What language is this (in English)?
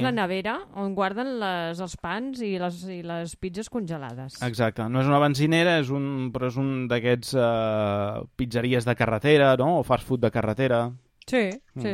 Catalan